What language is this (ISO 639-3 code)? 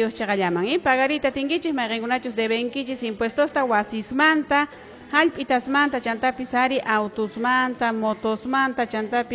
que